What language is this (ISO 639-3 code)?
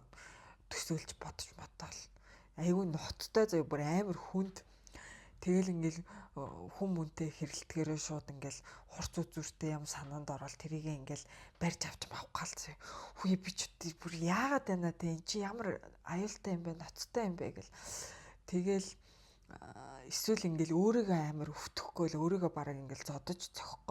mon